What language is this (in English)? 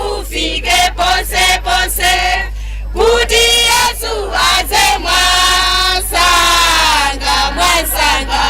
Nyanja